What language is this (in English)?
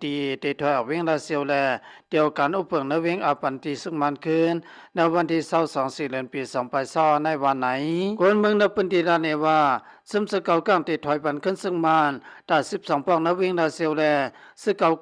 Shan